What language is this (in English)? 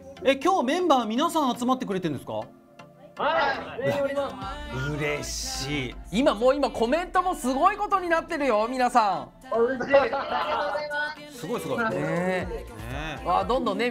Japanese